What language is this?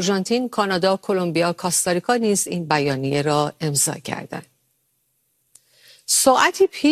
Persian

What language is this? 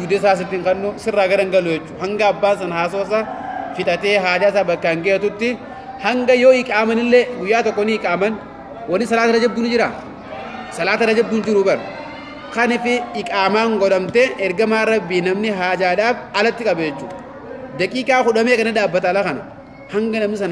Oromo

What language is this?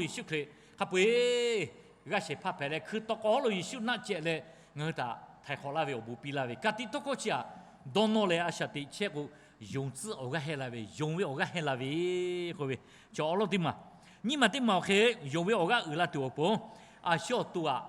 Lahu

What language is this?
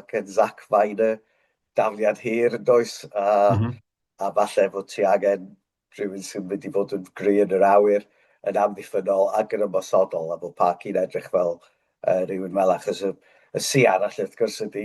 Welsh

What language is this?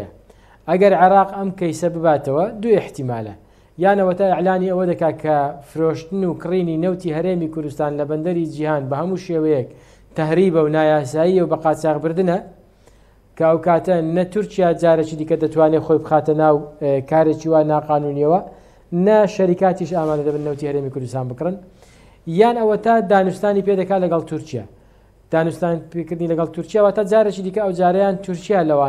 Central Kurdish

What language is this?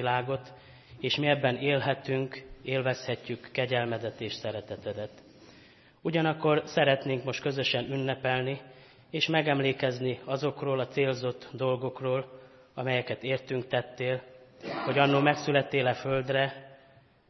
Hungarian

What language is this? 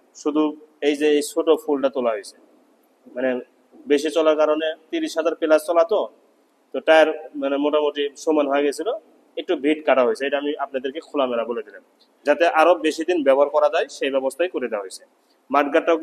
Bangla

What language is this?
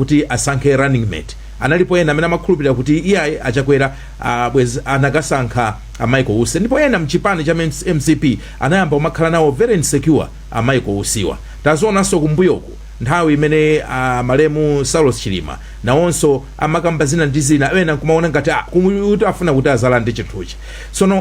Nyanja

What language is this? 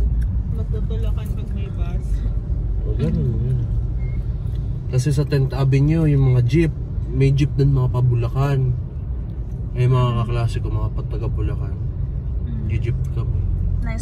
Filipino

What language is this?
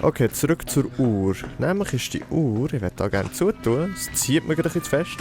Swiss German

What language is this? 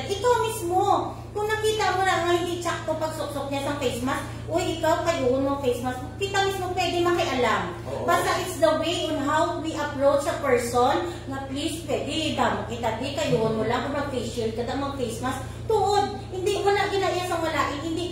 Hiligaynon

